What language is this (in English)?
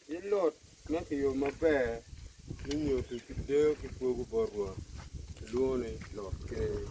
Acoli